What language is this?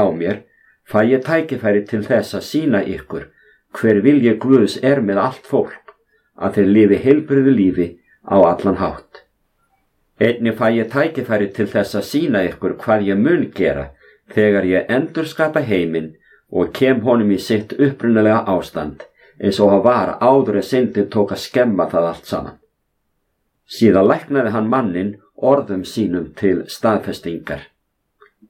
Icelandic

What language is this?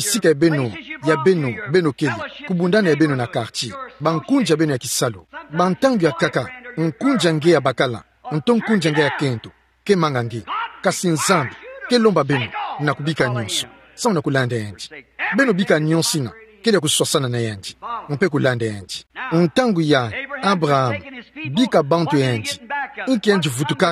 Kituba (Democratic Republic of Congo)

